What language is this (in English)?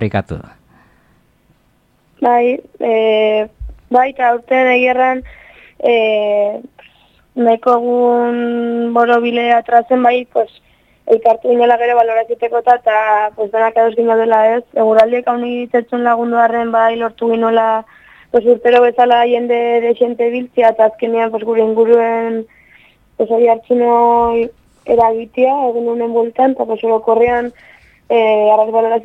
Basque